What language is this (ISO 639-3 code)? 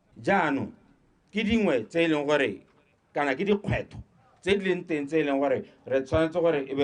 tsn